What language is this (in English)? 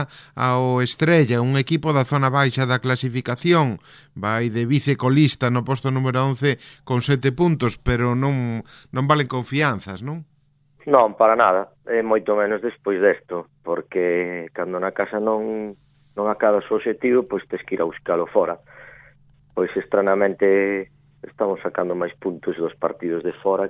Galician